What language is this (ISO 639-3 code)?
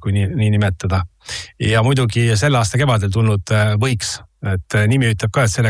est